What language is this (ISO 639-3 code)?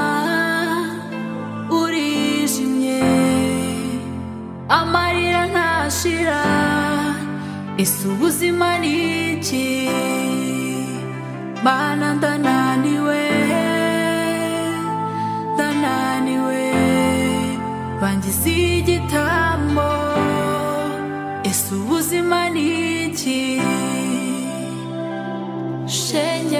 kin